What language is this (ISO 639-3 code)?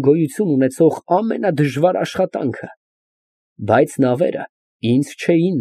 hye